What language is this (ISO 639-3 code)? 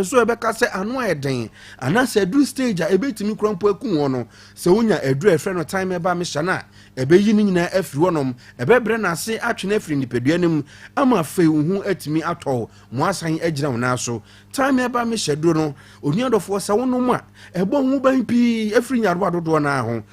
aka